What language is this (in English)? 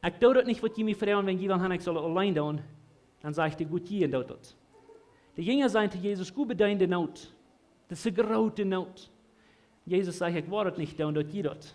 Plautdietsch